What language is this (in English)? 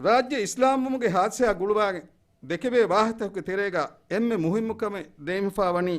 Divehi